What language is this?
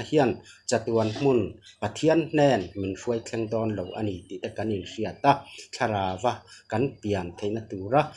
Mizo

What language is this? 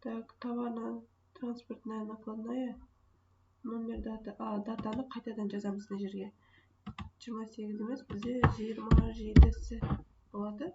Kazakh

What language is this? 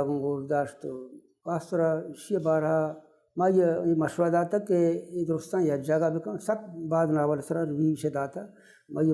Baluchi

